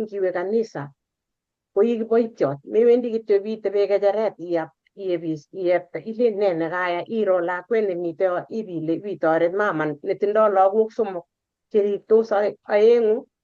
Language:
Kalenjin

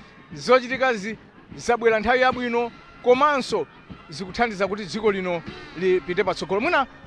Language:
Nyanja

